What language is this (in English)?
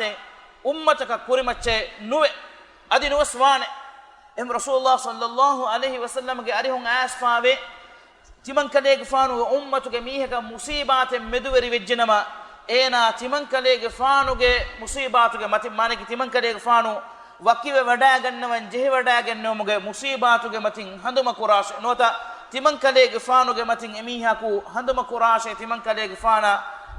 Divehi